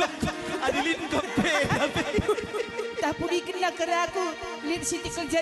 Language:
Batak Karo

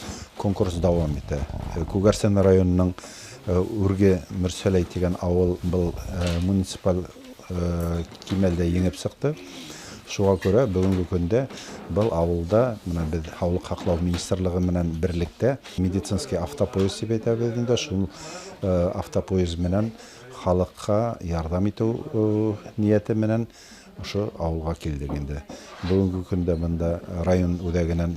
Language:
Bashkir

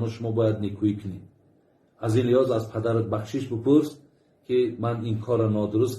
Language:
Tajik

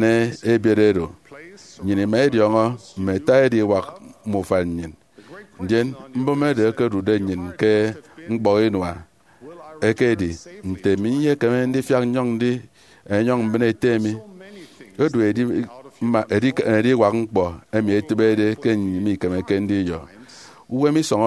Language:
Efik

